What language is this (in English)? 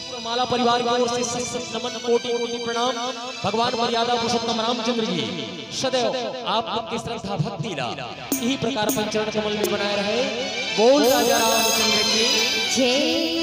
Chhattisgarhi